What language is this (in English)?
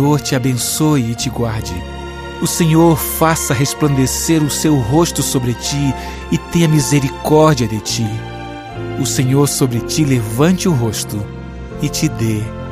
Portuguese